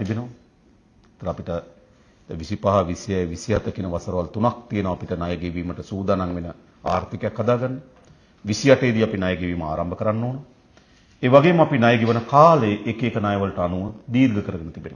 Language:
Sinhala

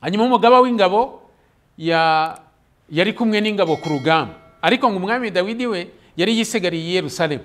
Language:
Kinyarwanda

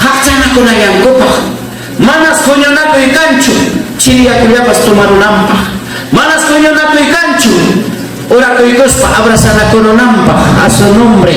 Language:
Ayacucho Quechua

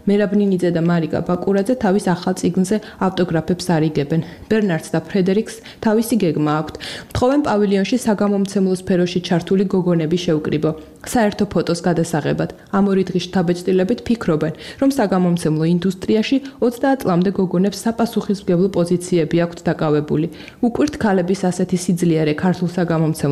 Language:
Georgian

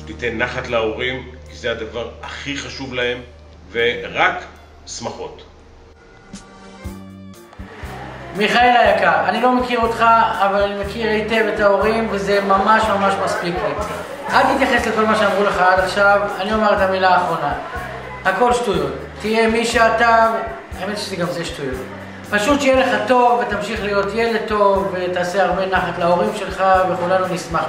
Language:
Hebrew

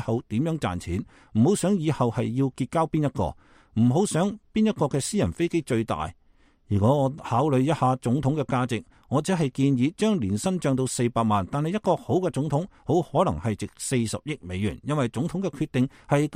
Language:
Cantonese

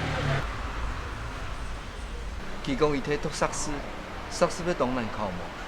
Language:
Hakka Chinese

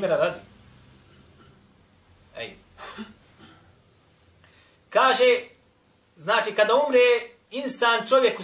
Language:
Bosnian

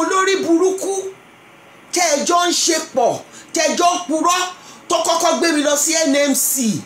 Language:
Yoruba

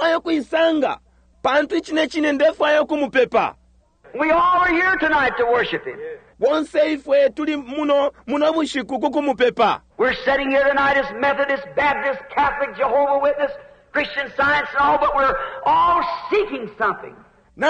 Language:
Bemba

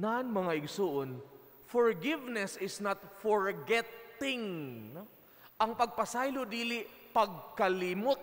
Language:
Cebuano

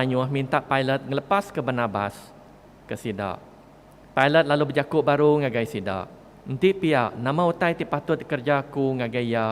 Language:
Iban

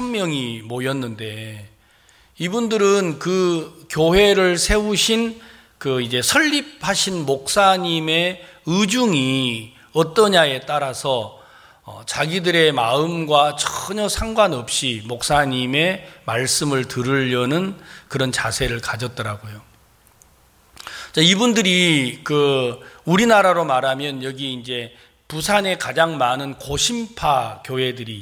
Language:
Korean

